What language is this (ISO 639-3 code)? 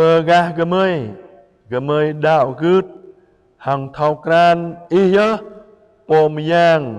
jra